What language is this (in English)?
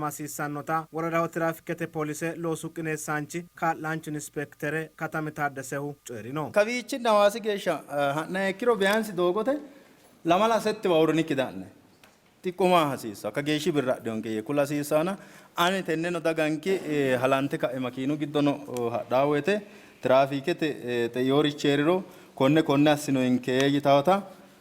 Sidamo